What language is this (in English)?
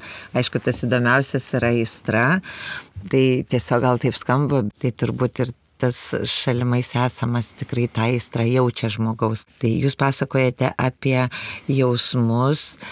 Lithuanian